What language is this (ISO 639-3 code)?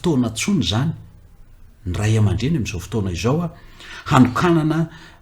mlg